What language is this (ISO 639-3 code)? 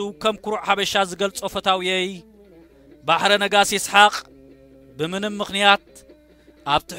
tir